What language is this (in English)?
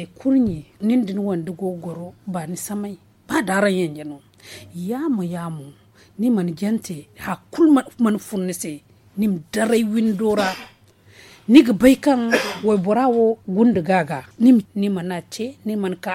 Zarma